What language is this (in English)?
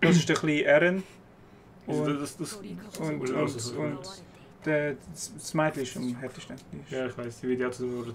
Swiss German